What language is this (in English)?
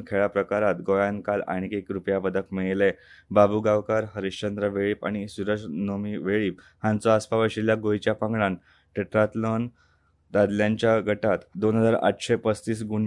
Konkani